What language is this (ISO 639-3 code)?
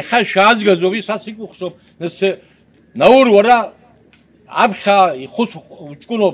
abk